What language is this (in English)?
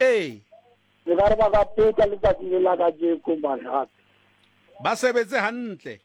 Southern Sotho